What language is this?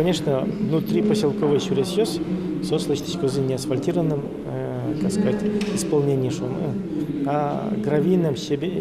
Udmurt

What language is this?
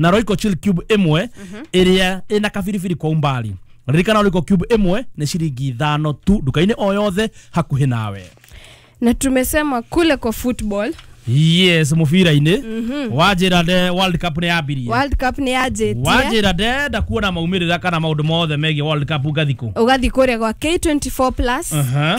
Kikuyu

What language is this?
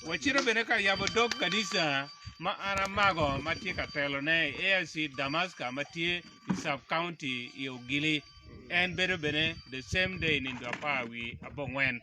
Acoli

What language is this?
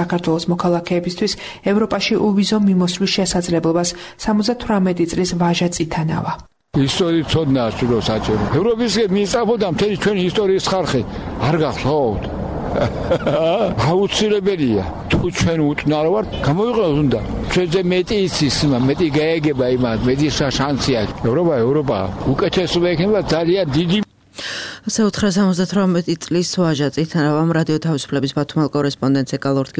Georgian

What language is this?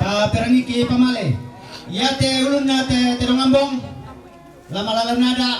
Toraja-Sa'dan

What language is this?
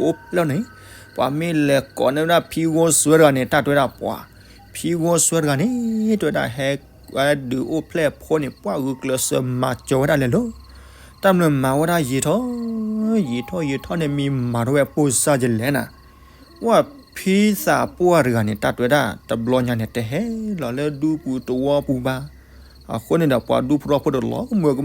S'gaw Karen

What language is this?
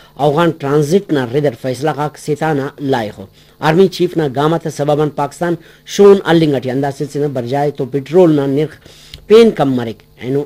Brahui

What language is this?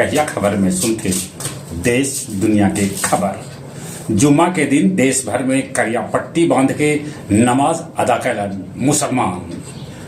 Magahi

